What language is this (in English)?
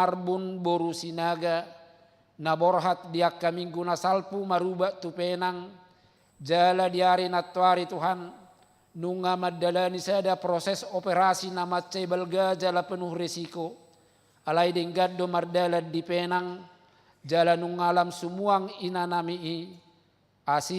Batak Toba